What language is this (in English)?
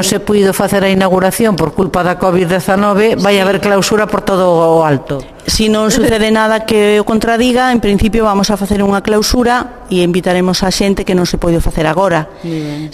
Galician